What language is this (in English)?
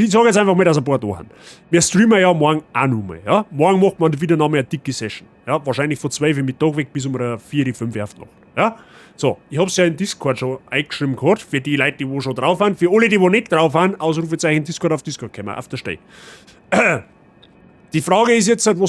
Bavarian